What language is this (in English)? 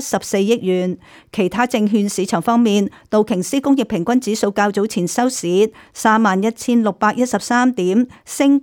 Cantonese